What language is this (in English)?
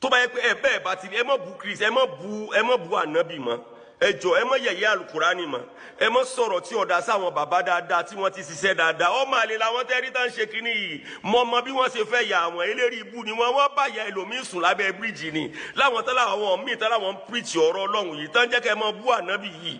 Yoruba